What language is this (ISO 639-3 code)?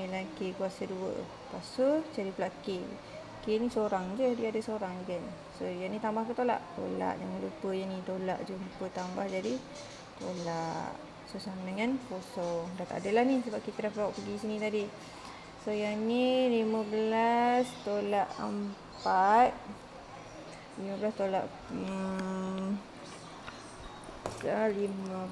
msa